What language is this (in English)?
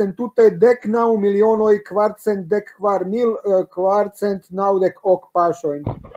Esperanto